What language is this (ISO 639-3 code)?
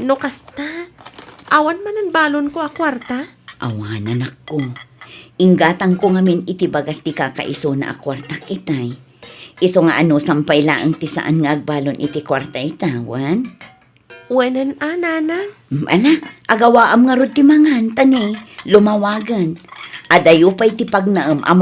ilo